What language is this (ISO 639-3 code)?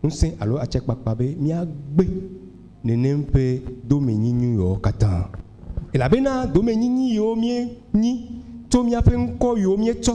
ewe